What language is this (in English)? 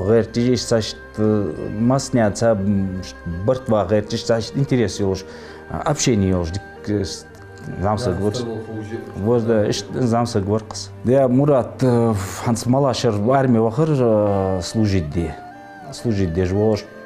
Ingush